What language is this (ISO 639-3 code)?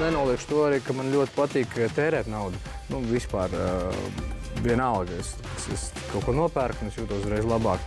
lav